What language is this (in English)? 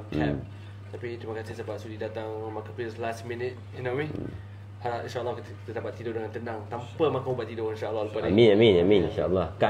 Malay